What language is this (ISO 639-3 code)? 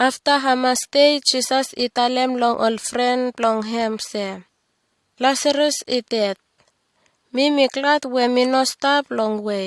bis